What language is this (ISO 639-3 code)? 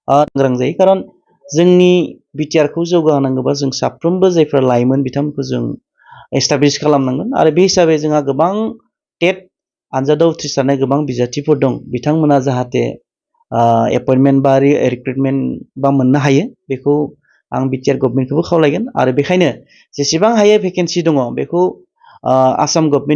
brx